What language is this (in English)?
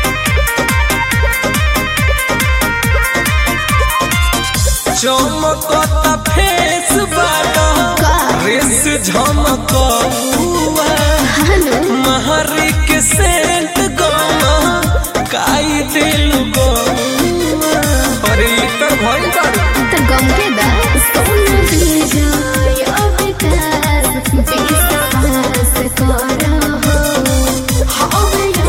Bhojpuri